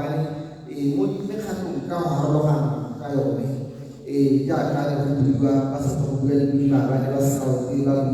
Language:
Tswana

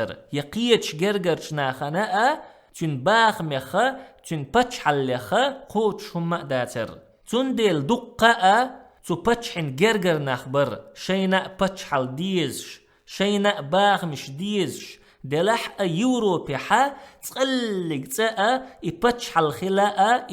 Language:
Chechen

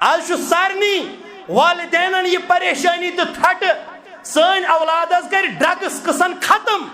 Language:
Kashmiri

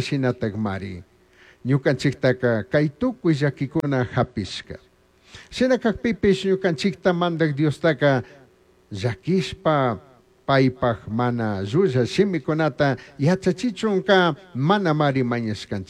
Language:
Chimborazo Highland Quichua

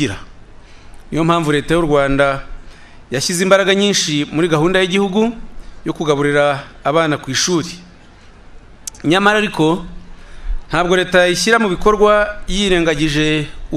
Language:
Kinyarwanda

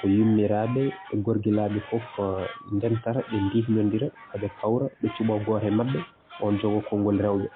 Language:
Fula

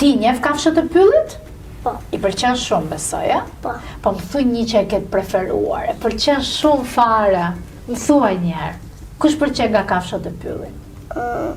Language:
Albanian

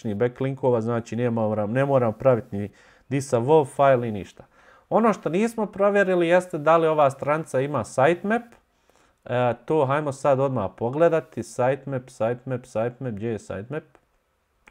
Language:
Bosnian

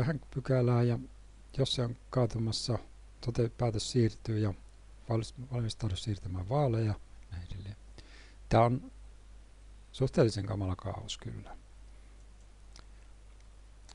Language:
Finnish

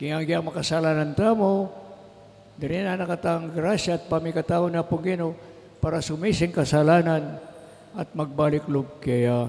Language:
Pampanga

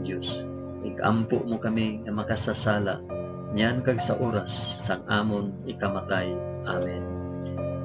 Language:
Hiligaynon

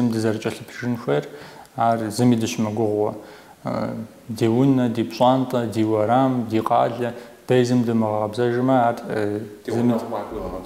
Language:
Kabardian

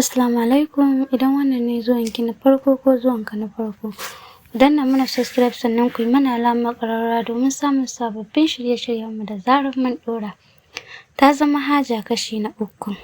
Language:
Hausa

